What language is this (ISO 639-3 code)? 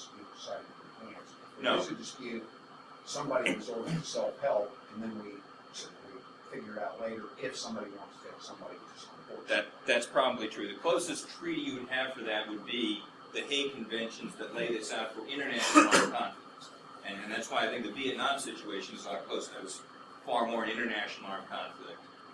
eng